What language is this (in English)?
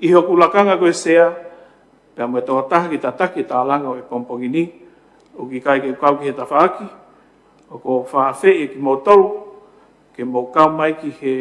Tongan